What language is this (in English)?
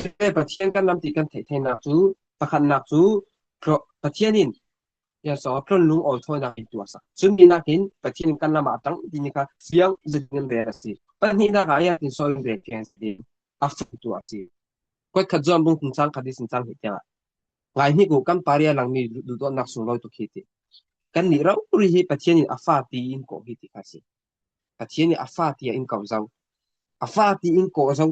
Falam Chin